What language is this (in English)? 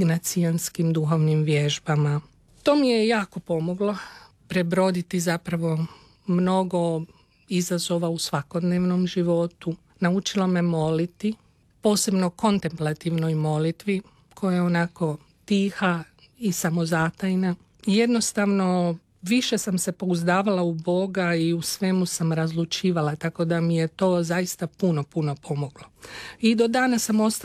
Croatian